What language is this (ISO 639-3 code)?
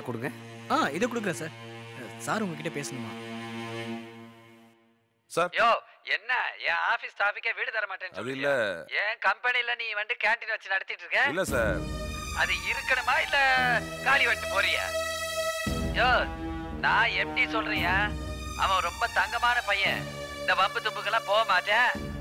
tam